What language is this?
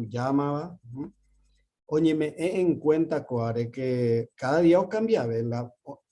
Guarani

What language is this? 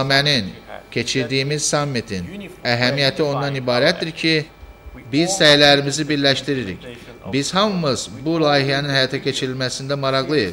Azerbaijani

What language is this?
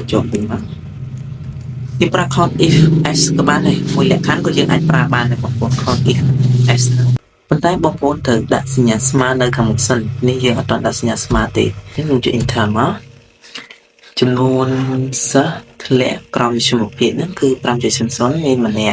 Khmer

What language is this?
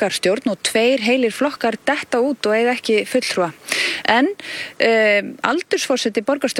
Icelandic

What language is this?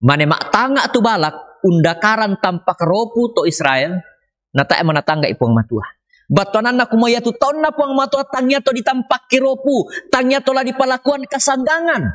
Toraja-Sa'dan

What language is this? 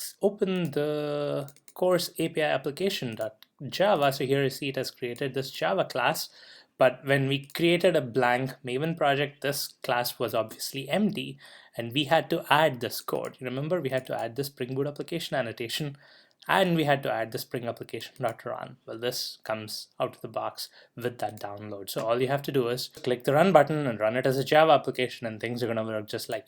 English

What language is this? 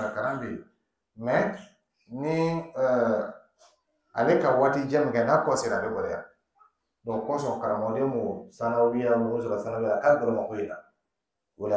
Dyula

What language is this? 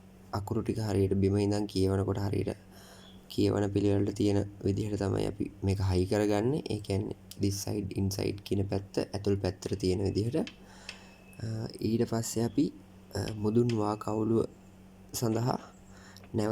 Sinhala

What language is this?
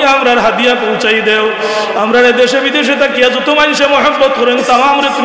Sylheti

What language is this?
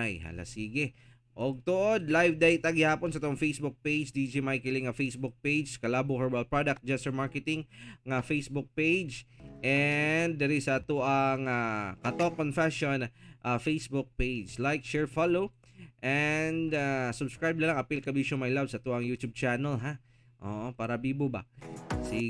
Cebuano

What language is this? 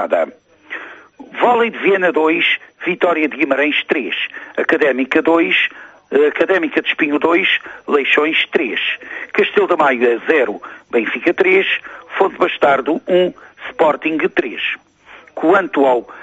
Portuguese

